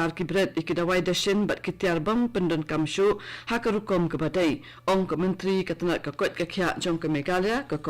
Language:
Khasi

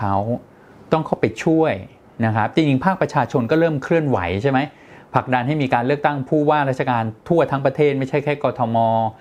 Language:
Thai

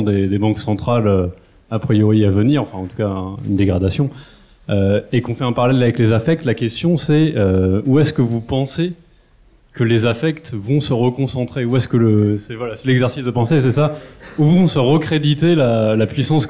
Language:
French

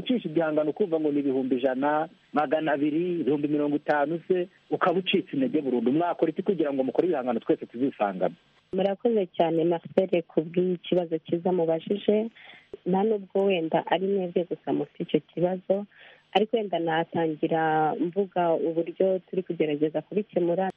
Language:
Kinyarwanda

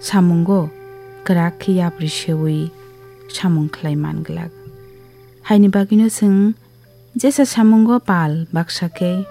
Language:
Kok Borok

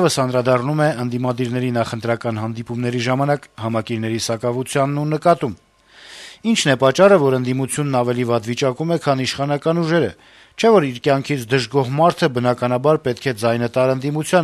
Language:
Armenian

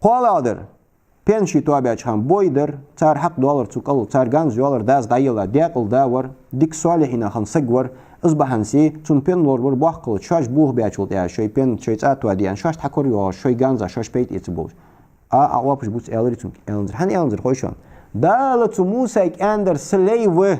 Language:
Ingush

